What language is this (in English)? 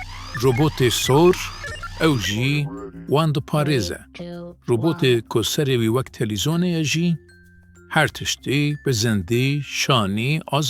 Kurdish